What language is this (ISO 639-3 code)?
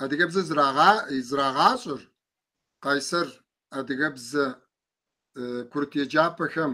kbd